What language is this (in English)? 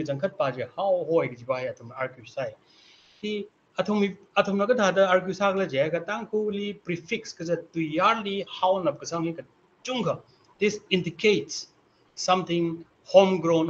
Tangkhul Naga (India)